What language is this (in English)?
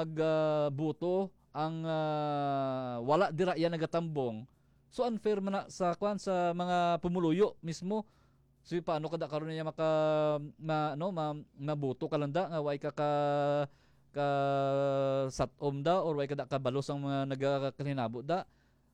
Hiligaynon